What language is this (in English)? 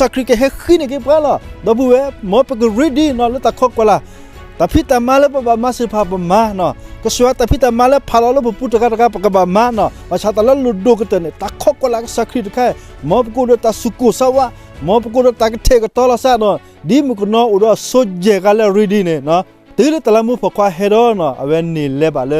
S'gaw Karen